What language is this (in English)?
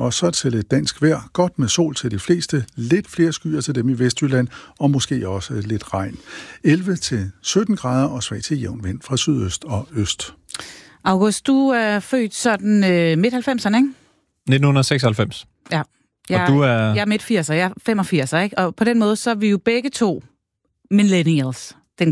Danish